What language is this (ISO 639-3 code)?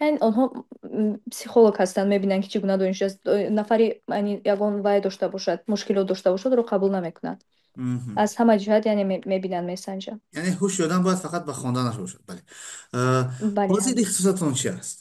tgk